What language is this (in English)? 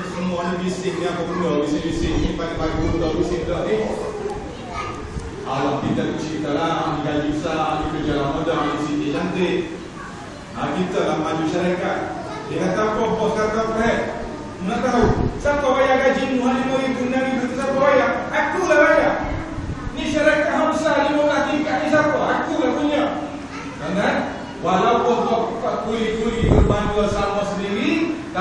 Malay